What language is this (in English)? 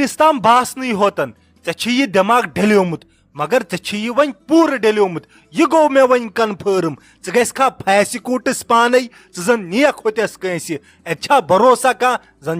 Kashmiri